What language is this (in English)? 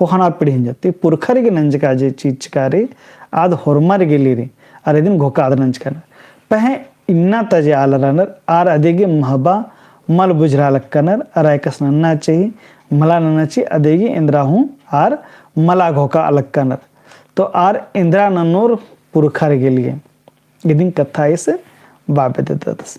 Kurukh